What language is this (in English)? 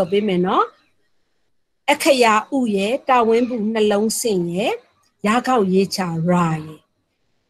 Burmese